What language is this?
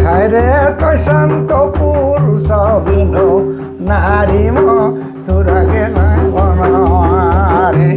Sadri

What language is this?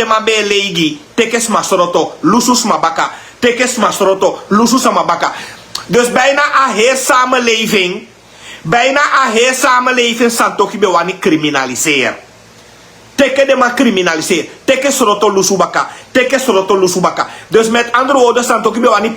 Sranan Tongo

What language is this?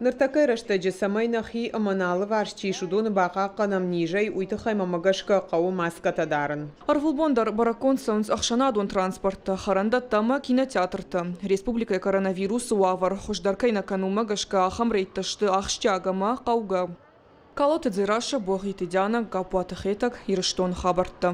Ossetic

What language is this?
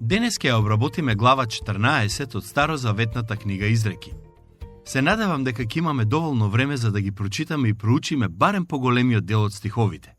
Macedonian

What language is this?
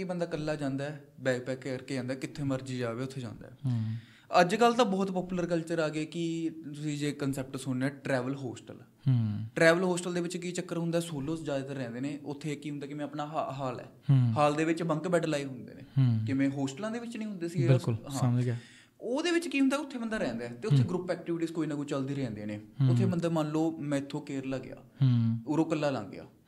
Punjabi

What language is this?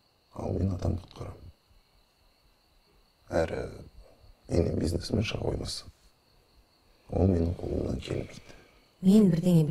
Kazakh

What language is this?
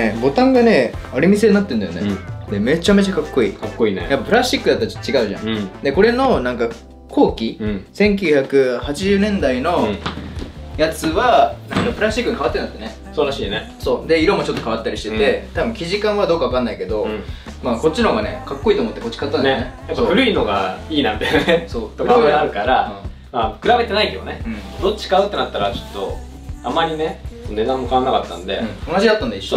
Japanese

